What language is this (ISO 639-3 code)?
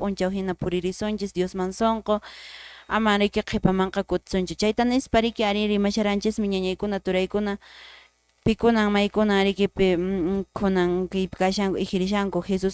que